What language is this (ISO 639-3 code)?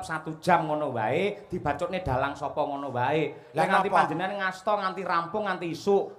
jav